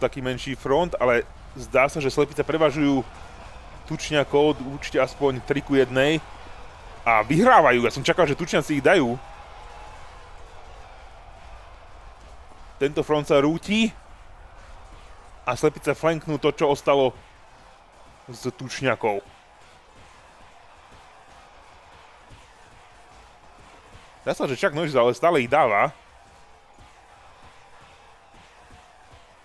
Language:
Slovak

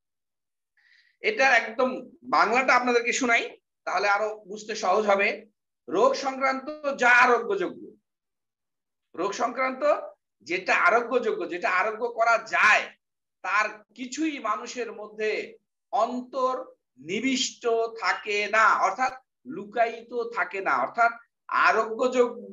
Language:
Bangla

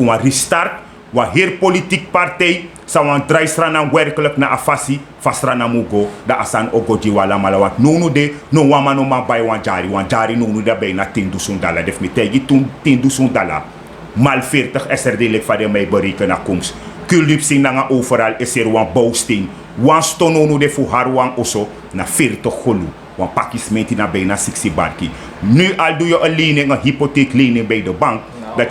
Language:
Sranan Tongo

